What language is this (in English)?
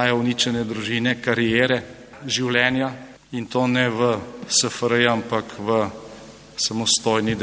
Slovenian